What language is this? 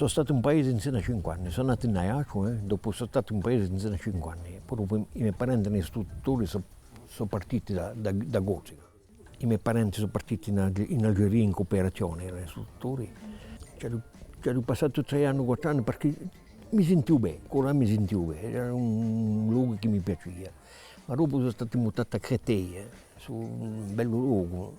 Corsican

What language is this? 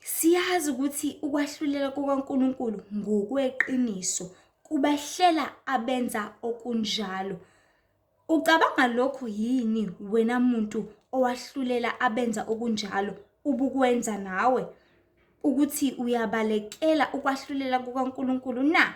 Zulu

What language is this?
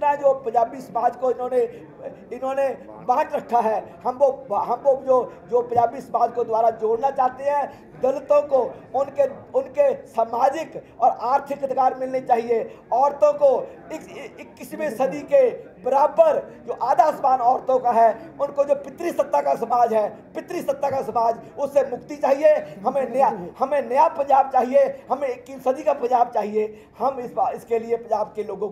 Hindi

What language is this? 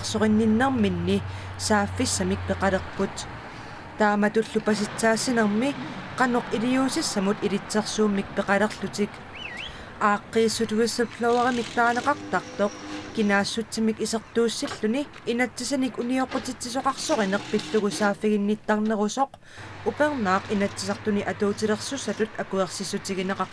Kalaallisut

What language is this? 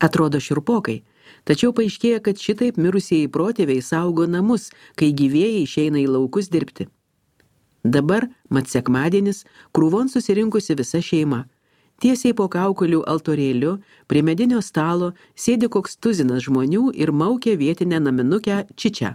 Lithuanian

